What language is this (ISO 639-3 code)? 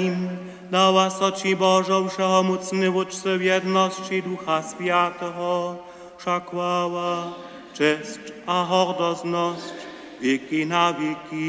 hsb